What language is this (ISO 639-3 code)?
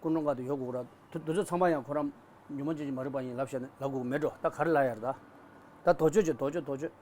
bod